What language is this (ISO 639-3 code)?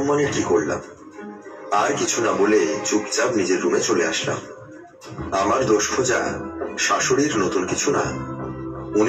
ben